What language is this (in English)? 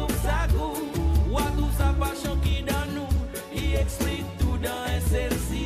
Seselwa Creole French